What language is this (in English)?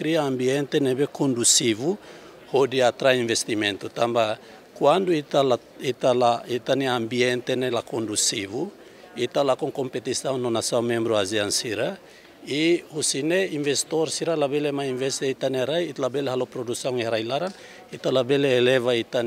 Tetum